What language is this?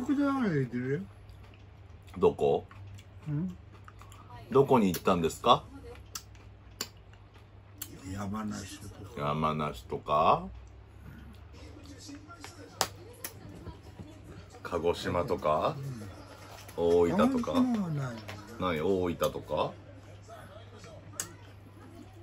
Japanese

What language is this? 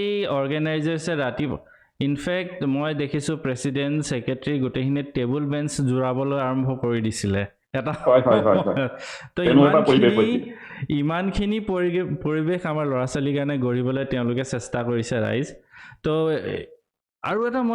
Assamese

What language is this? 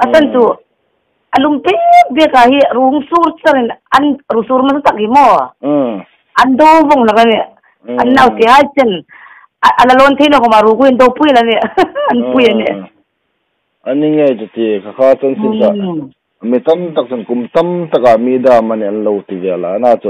Hmar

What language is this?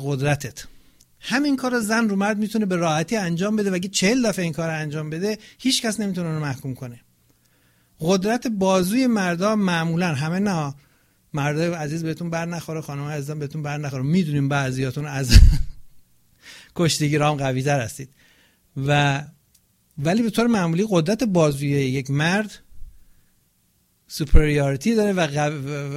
Persian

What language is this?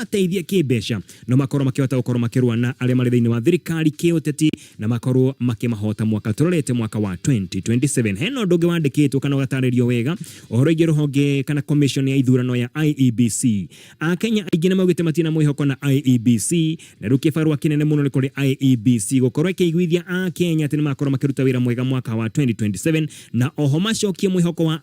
Kikuyu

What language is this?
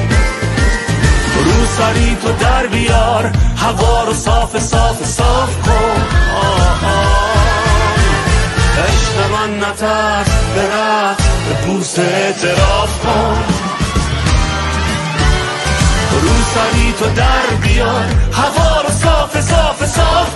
Persian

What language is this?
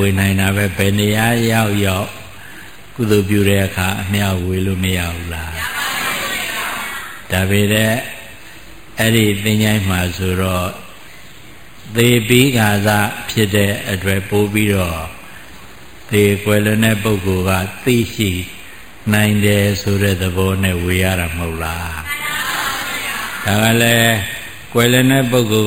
Burmese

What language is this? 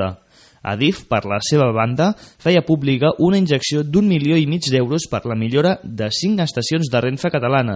Catalan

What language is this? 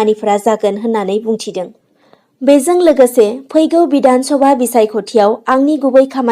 Bodo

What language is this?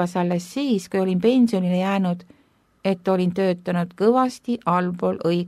Estonian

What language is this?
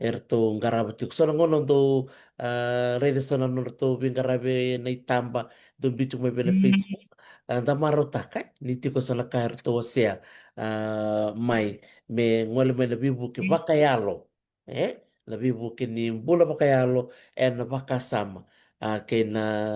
Fijian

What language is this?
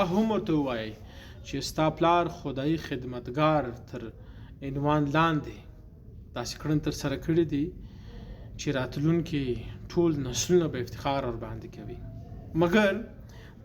Pashto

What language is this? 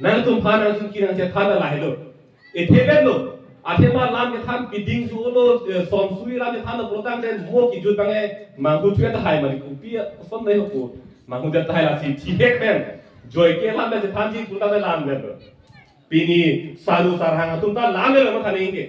Karbi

